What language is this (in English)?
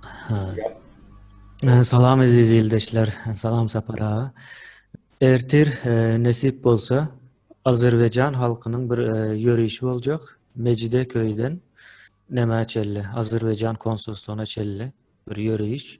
Turkmen